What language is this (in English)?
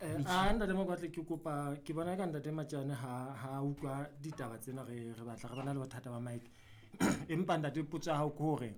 Southern Sotho